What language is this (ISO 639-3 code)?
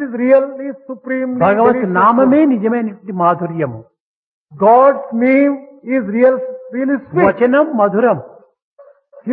tel